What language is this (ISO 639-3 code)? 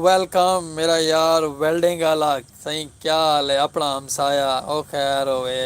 skr